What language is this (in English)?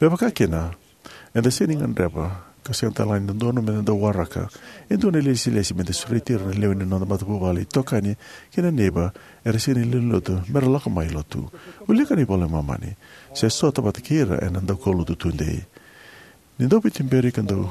Fijian